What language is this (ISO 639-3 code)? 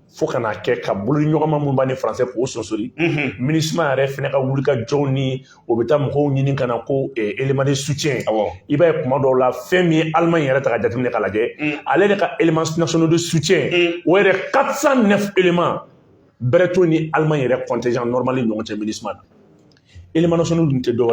bam